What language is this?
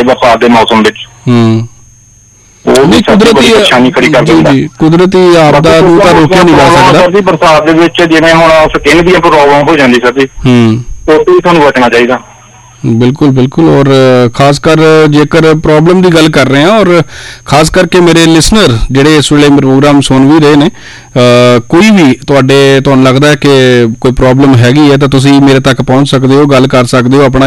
Punjabi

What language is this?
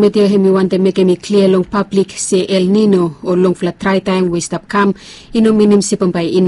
Bislama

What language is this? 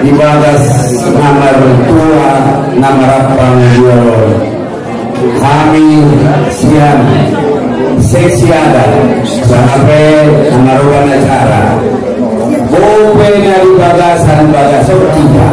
Batak Angkola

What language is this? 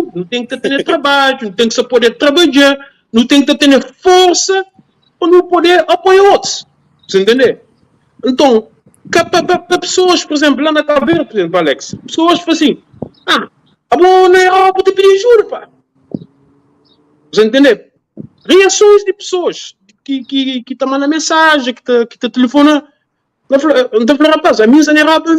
Kabuverdianu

